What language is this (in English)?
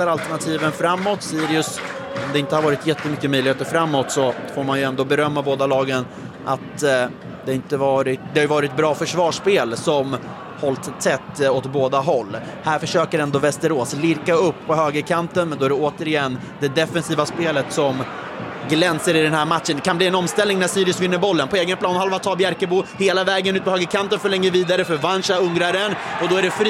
Swedish